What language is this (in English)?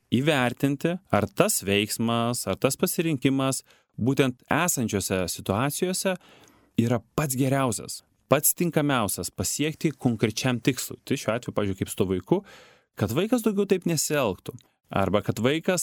Lithuanian